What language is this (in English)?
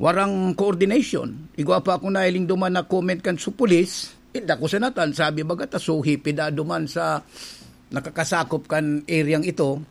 Bikol